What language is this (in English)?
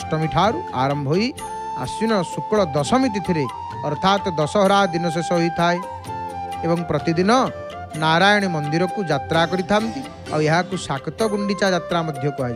Odia